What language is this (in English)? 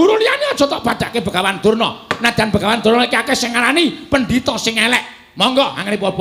Javanese